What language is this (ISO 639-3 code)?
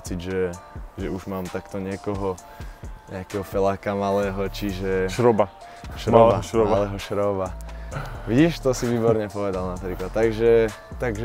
slk